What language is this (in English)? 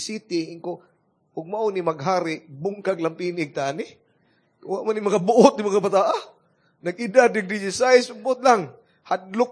Cebuano